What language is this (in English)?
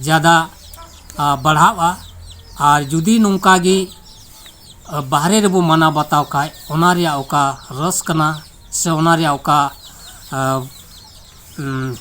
Santali